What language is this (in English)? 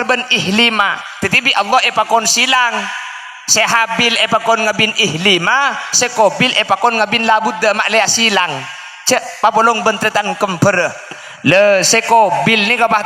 Madurese